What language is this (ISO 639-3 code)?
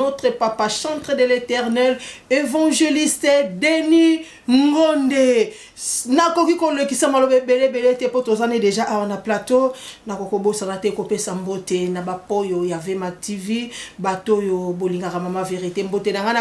lin